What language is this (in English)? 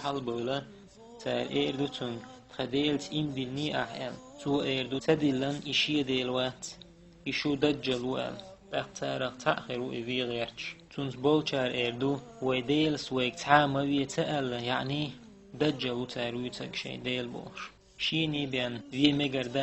Chechen